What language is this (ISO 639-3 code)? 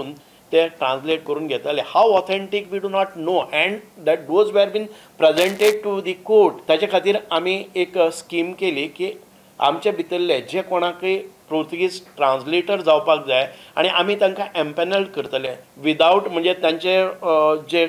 kok